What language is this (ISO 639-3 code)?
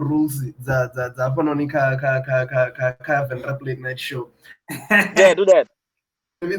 ven